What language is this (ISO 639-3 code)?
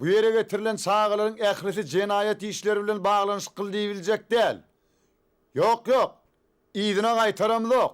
tuk